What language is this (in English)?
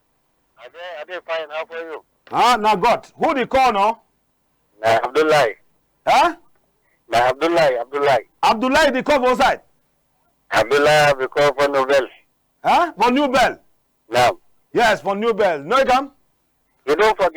Cameroon Pidgin